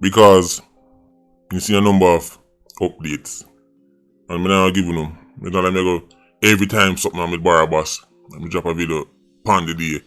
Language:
Jamaican Creole English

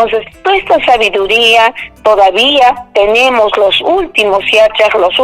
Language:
Ayacucho Quechua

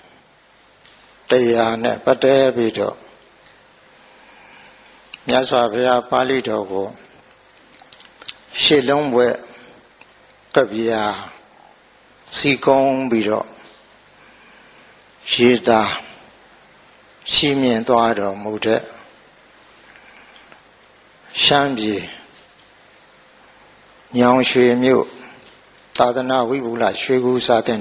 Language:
Burmese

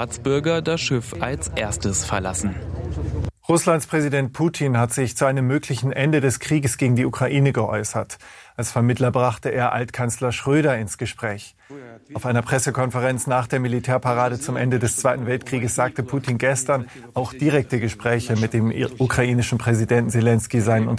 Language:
German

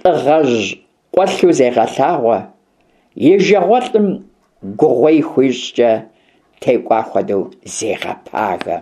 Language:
Kabardian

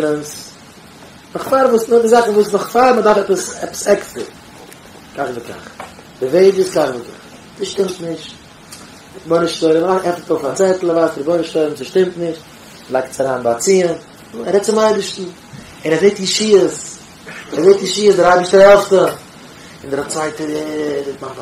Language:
Yiddish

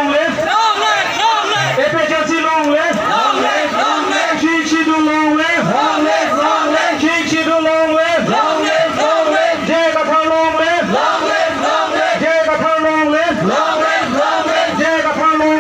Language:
Karbi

